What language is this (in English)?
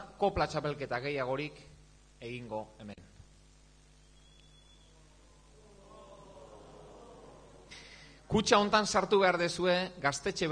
Basque